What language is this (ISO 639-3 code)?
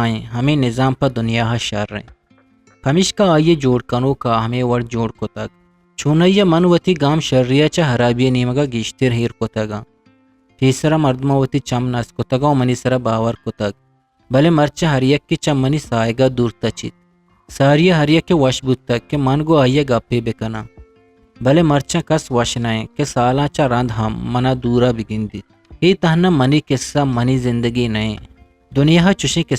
bgp